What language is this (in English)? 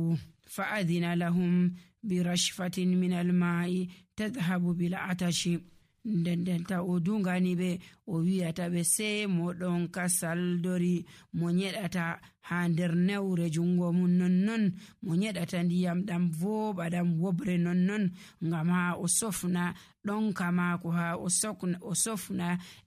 Nigerian Fulfulde